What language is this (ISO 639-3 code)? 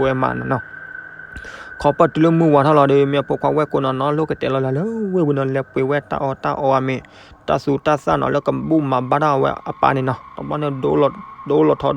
ksw